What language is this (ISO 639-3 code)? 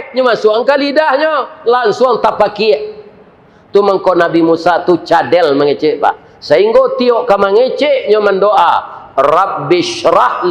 min